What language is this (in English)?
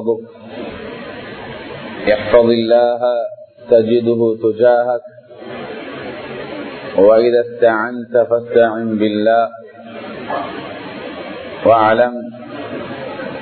Tamil